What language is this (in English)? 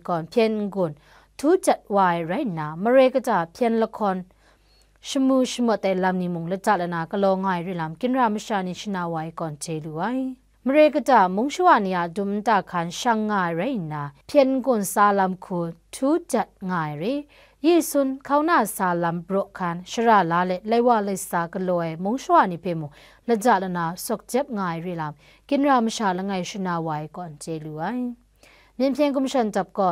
Kachin